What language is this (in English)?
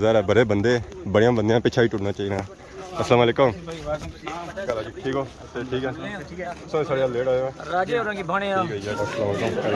Pahari-Potwari